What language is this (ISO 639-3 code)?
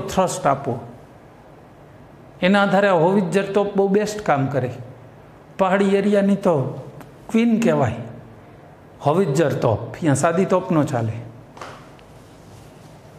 guj